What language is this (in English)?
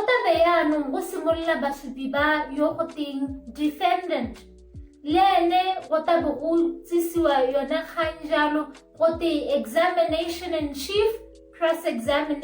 Tswana